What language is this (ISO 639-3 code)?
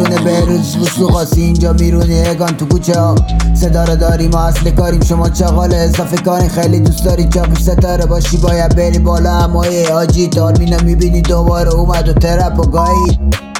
fas